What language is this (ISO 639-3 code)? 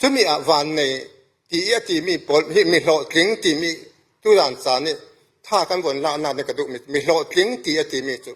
cfm